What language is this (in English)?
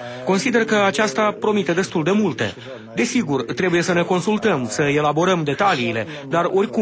Romanian